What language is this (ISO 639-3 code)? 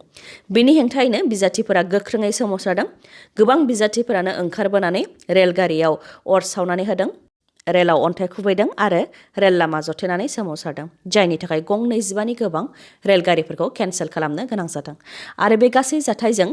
brx